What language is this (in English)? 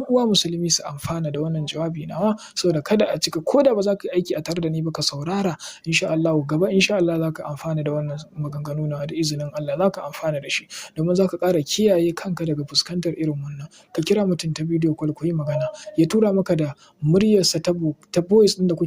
Hausa